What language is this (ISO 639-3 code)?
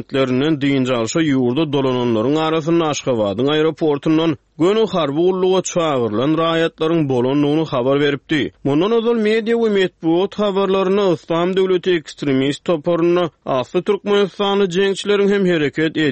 tuk